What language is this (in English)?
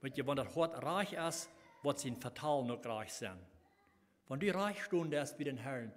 Plautdietsch